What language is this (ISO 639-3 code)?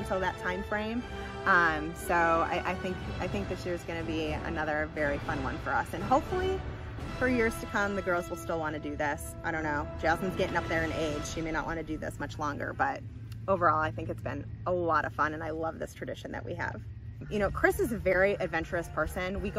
eng